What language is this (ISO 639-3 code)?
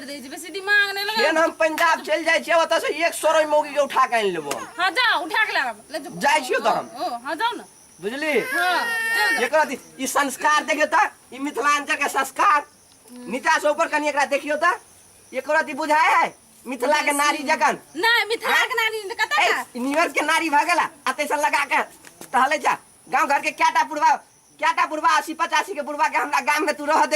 mai